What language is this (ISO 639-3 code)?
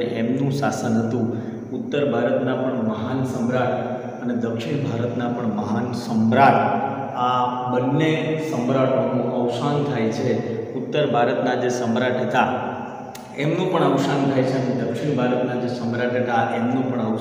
guj